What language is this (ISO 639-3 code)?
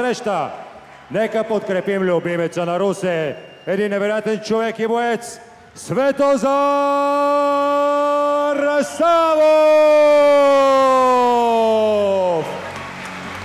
bul